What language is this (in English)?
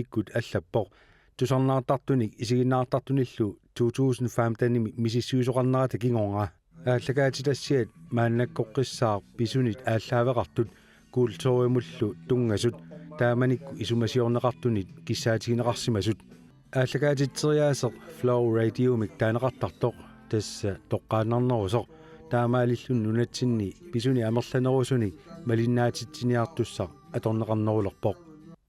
Kalaallisut